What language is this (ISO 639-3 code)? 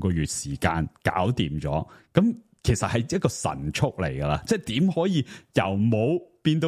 yue